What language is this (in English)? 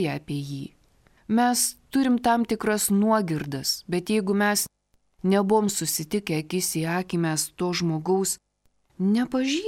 Lithuanian